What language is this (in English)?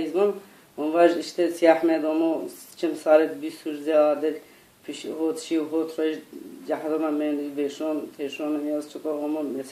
Zaza